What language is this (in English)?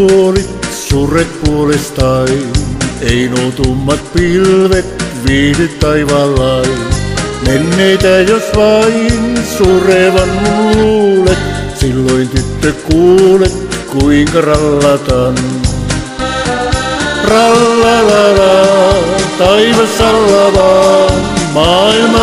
Finnish